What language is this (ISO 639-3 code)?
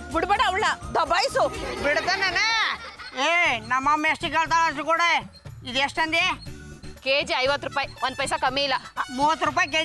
kan